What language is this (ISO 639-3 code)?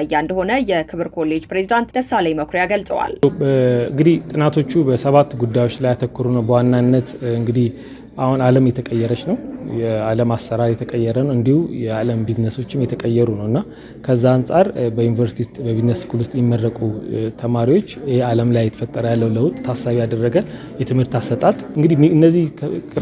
amh